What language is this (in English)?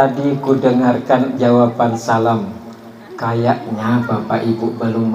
Banjar